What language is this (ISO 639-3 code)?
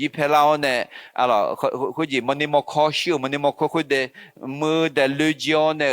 ahk